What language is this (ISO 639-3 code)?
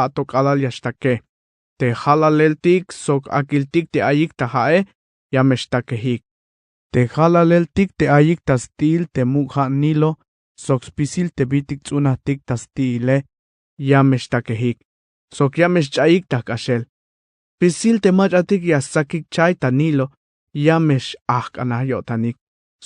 tzh